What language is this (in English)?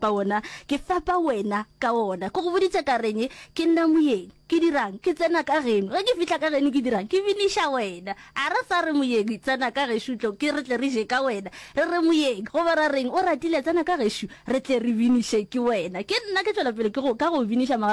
Northern Sotho